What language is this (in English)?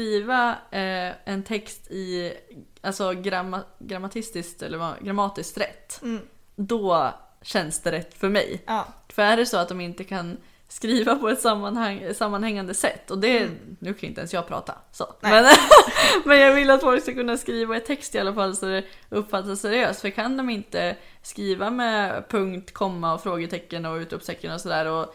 Swedish